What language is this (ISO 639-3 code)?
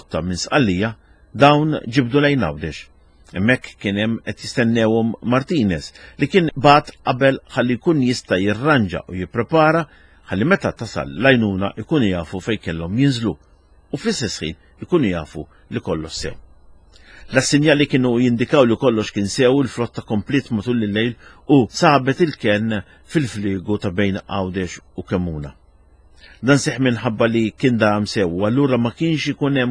mlt